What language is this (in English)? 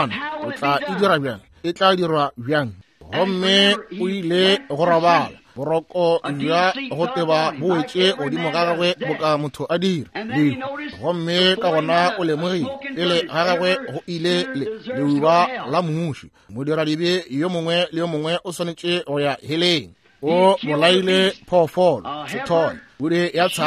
Northern Sotho